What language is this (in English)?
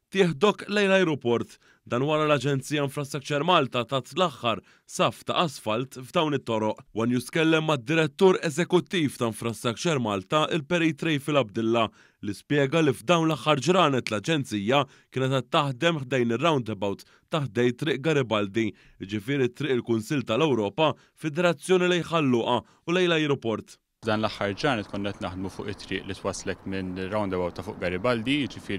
Maltese